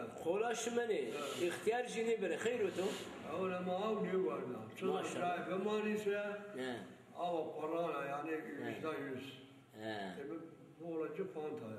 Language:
Zaza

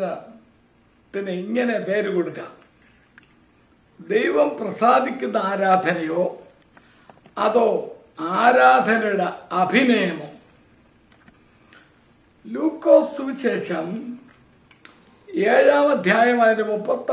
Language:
Malayalam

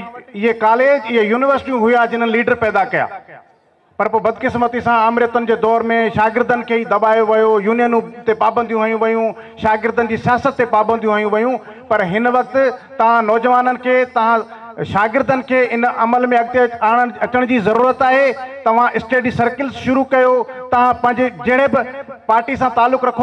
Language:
Sindhi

